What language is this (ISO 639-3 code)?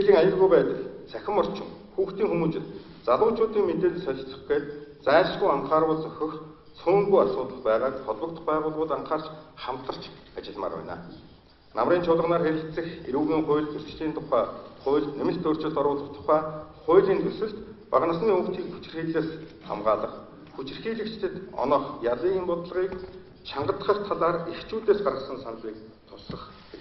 mon